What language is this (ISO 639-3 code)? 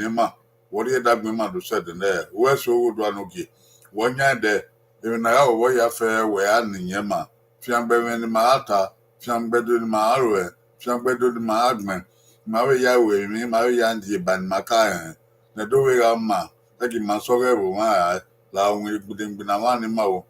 bin